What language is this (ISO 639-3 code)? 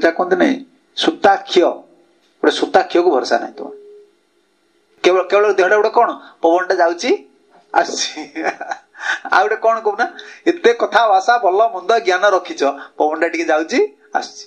ori